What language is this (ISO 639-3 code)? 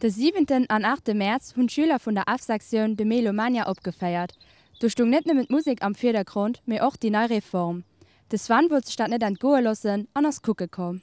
ltz